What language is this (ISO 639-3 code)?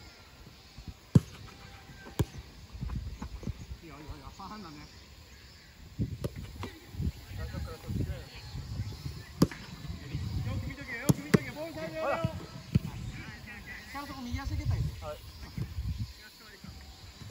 jpn